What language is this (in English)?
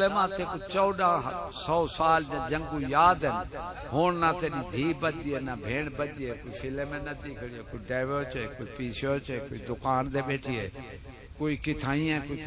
Saraiki